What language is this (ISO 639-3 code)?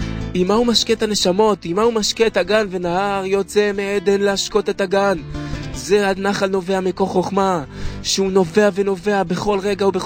heb